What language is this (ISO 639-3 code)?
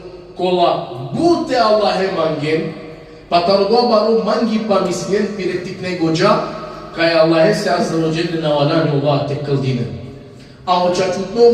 rmn